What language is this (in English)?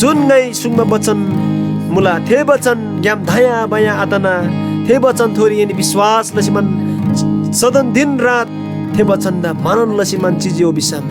Eastern Tamang